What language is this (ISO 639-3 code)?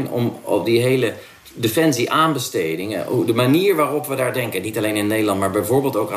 nld